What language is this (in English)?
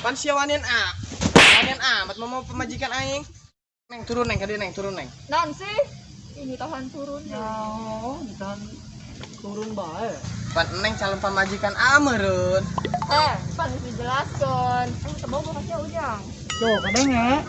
Sundanese